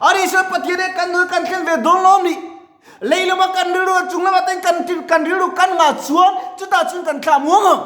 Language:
Mizo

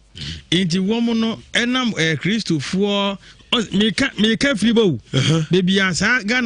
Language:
Akan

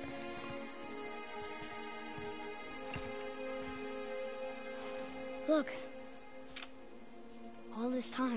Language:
English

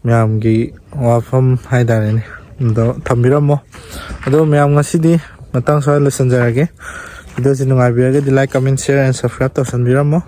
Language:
Manipuri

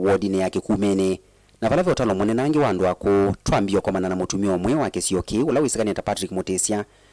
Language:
Kamba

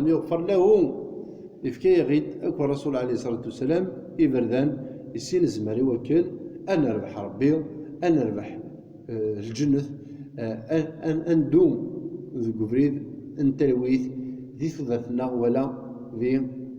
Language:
Kabyle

